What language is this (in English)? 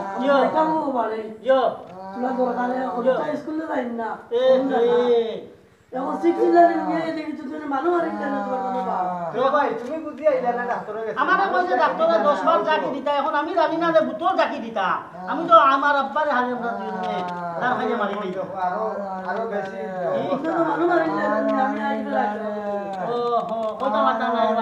Sylheti